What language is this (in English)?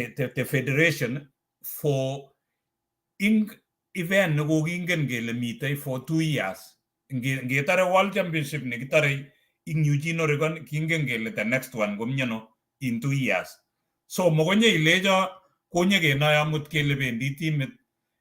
Kalenjin